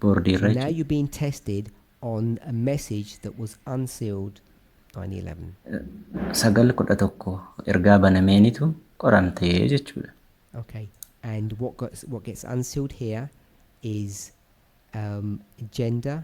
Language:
Oromo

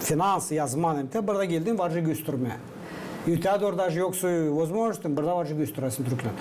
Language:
Gagauz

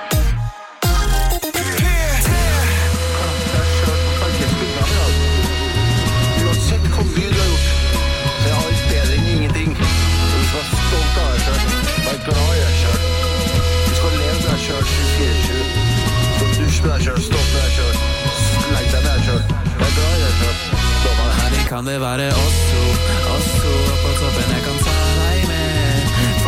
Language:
Norwegian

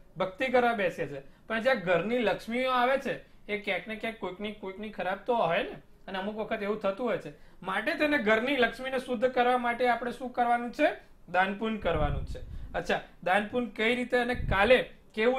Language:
Gujarati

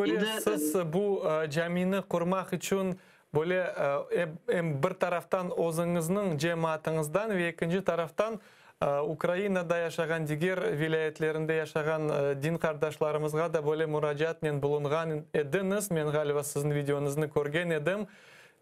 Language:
Crimean Tatar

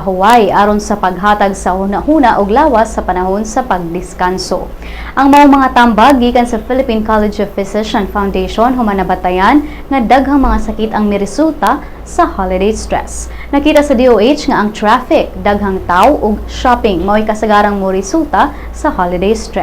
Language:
Cebuano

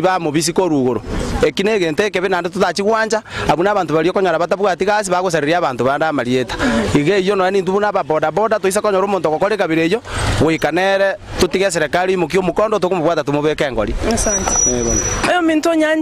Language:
Gusii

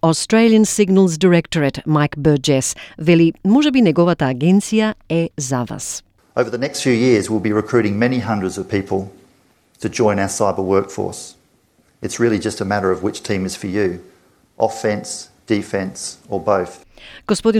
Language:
Macedonian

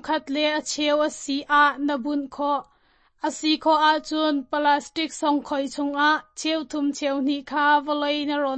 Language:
Hakha Chin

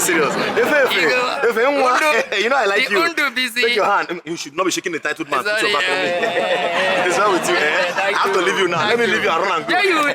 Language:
Nigerian Pidgin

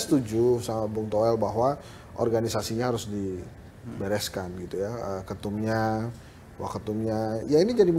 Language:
Indonesian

